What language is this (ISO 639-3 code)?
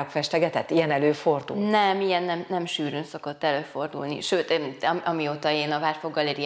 hun